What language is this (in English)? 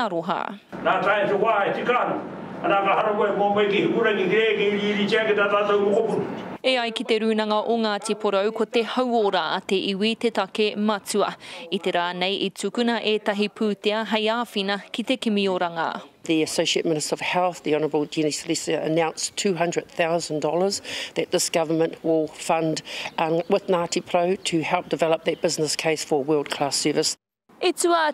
Māori